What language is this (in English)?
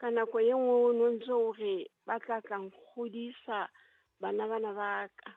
Southern Sotho